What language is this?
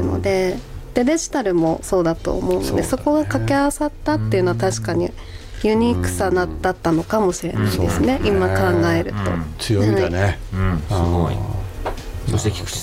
Japanese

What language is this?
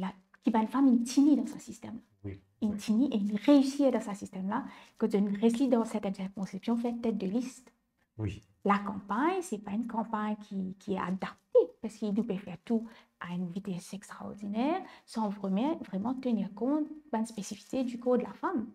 Morisyen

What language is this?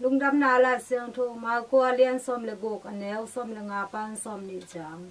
Tedim Chin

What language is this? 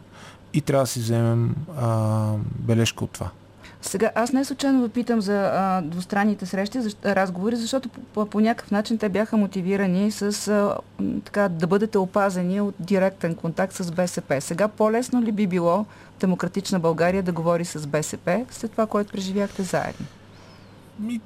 Bulgarian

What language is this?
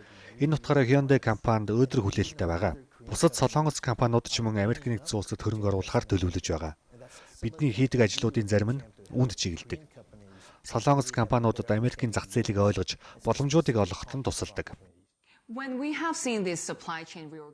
Mongolian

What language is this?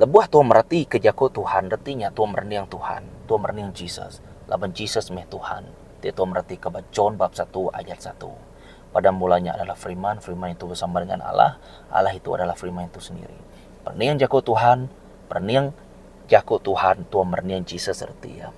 Iban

